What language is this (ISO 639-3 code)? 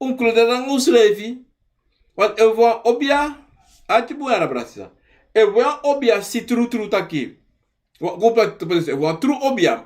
srn